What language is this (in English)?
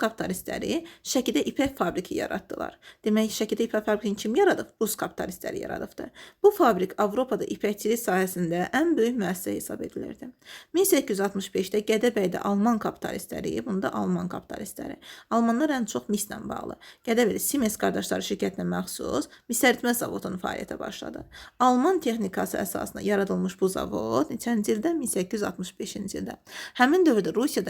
Azerbaijani